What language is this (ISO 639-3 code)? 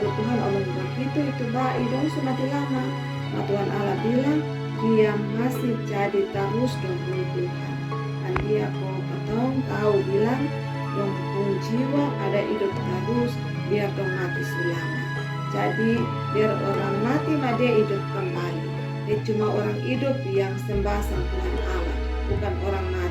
mkn